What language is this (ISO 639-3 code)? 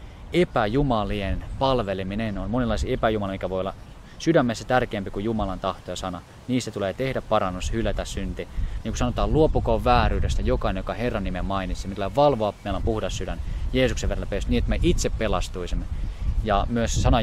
fin